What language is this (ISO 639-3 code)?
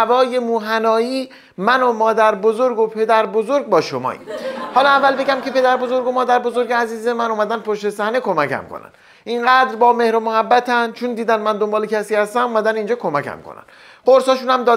fas